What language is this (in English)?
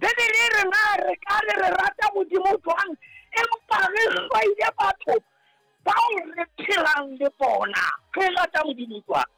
Southern Sotho